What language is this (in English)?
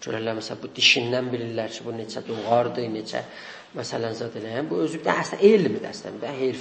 South Azerbaijani